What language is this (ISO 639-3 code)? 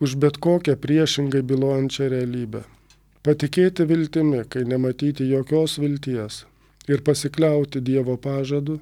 lit